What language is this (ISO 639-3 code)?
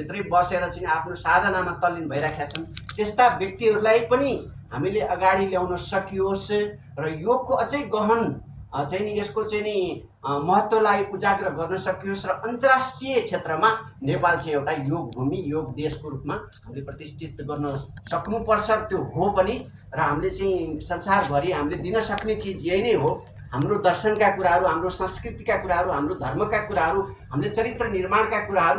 nep